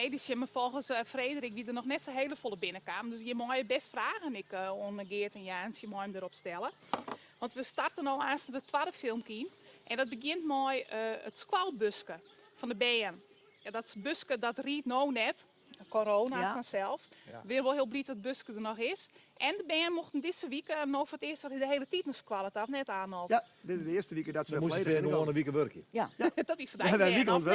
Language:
Western Frisian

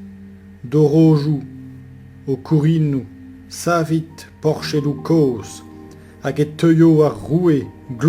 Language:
Breton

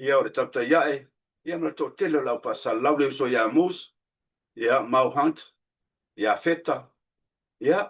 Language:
Samoan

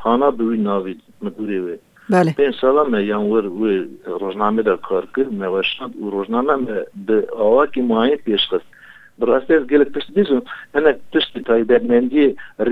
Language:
Kurdish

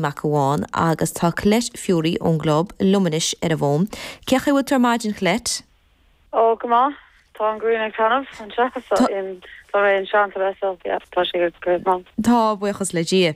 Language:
Irish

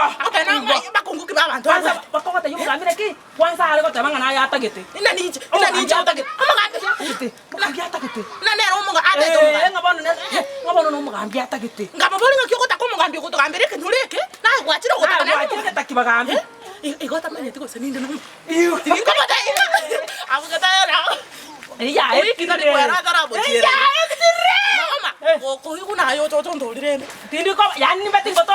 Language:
Gusii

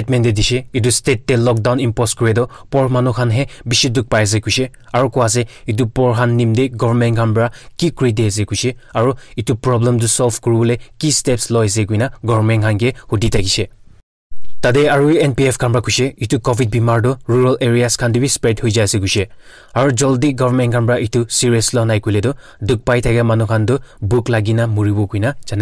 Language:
Naga Pidgin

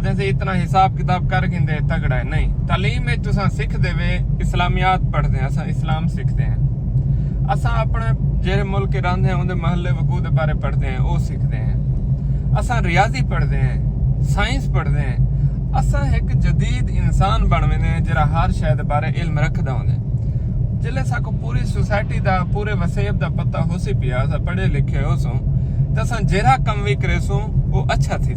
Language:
Saraiki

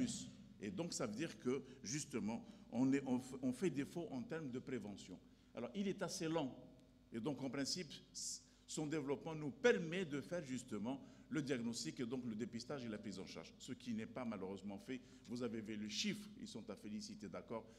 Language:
French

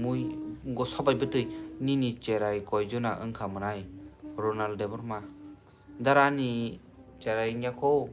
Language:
Kok Borok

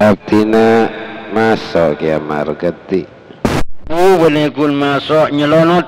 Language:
Madurese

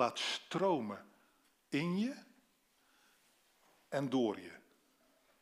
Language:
Dutch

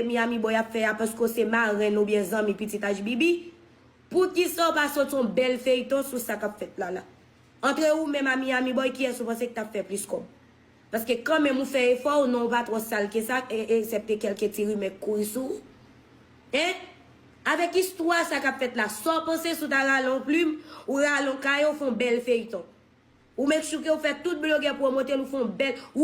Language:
Haitian Creole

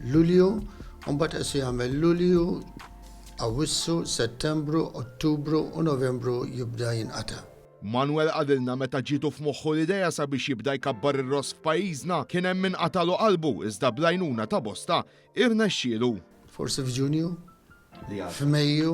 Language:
Maltese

